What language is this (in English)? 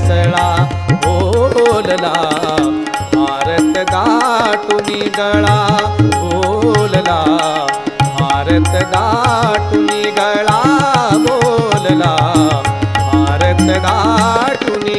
Marathi